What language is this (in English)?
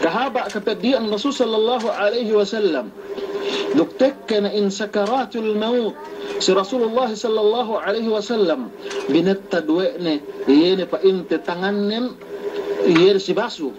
Yakan